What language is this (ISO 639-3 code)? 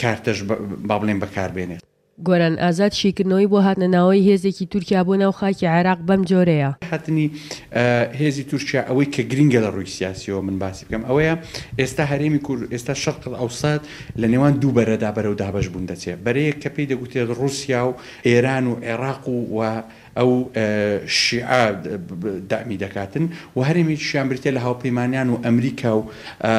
ckb